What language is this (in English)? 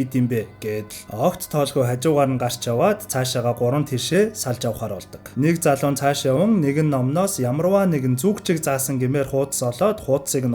Mongolian